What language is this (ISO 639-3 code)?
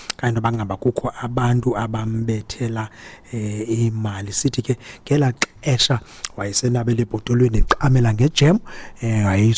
xho